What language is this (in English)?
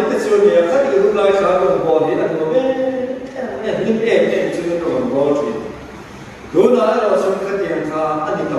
Mizo